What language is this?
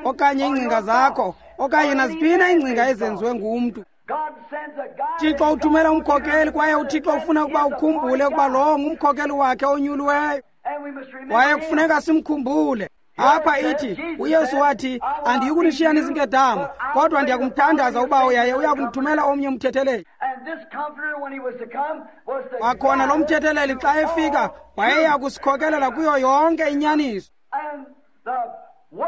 Xhosa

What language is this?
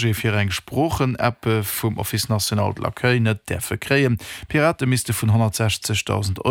Luxembourgish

